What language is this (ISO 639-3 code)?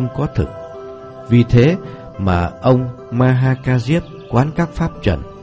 vie